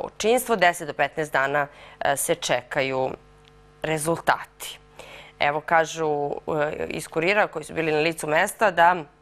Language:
Serbian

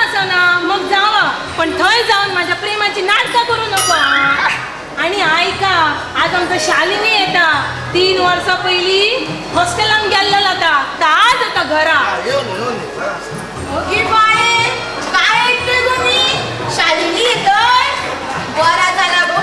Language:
Konkani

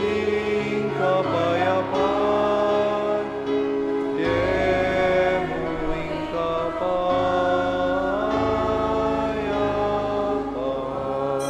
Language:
Pampanga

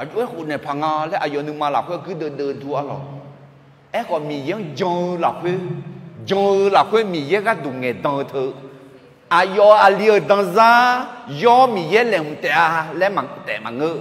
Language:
Akha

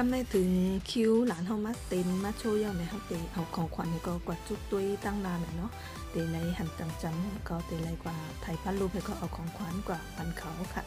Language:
Shan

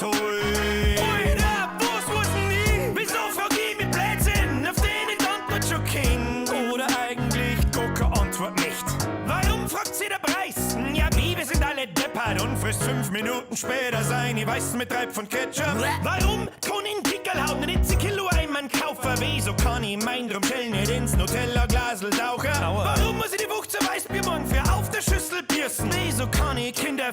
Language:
Bavarian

